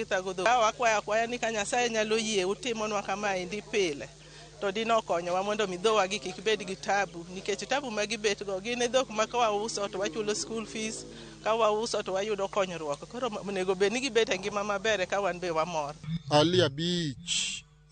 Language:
Luo (Kenya and Tanzania)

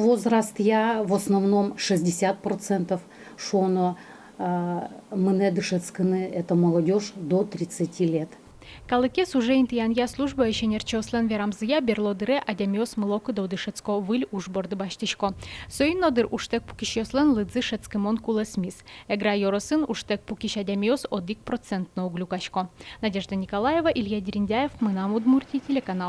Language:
Udmurt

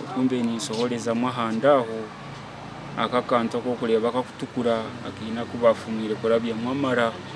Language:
Nyankole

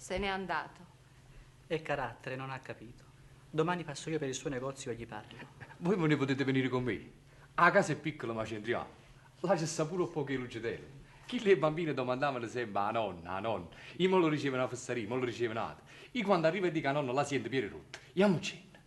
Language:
Neapolitan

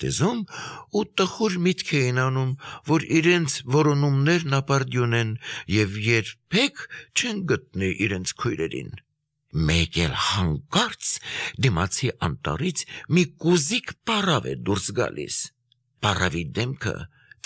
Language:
Armenian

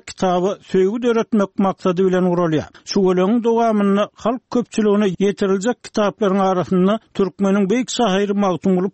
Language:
Turkmen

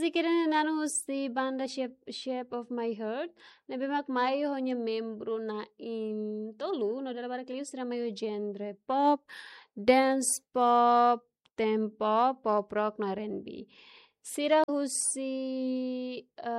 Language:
Tetum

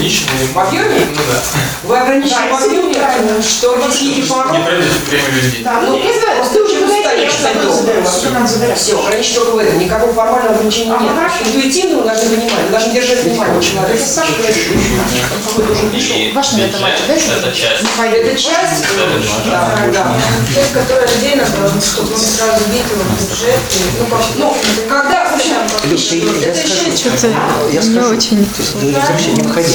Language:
Russian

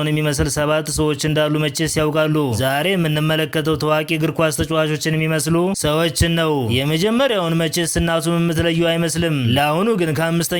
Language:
Amharic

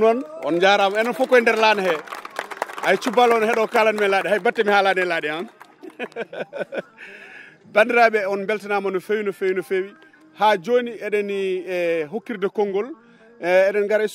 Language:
Fula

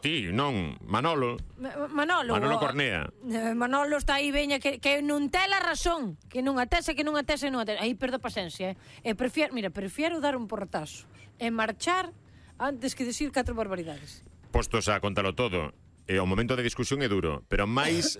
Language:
Galician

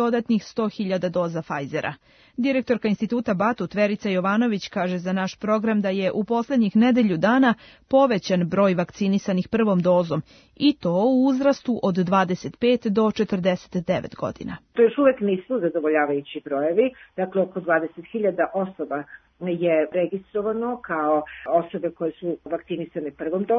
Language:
Serbian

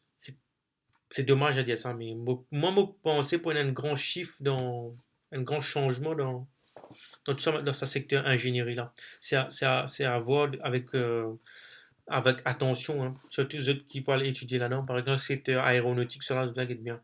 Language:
Morisyen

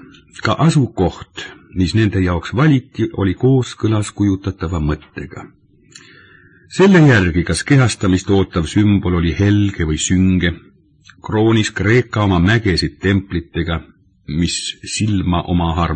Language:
Estonian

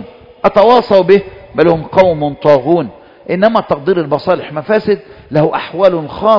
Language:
Arabic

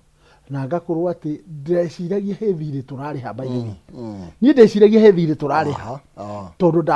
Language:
Kikuyu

